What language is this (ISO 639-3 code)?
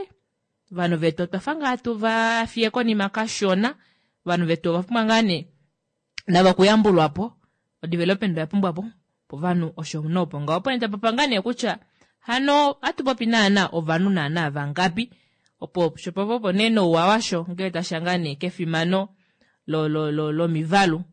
kua